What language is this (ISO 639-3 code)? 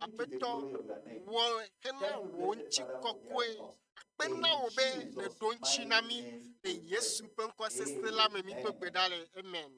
ewe